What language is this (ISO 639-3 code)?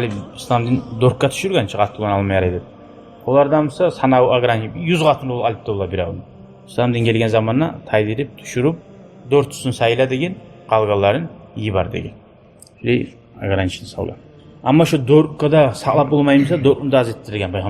kum